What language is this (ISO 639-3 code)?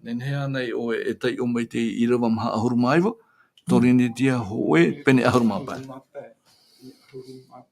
tah